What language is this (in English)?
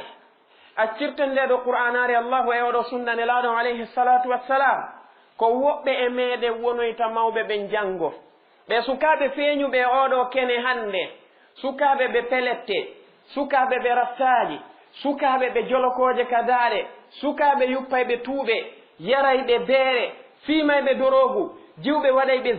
Fula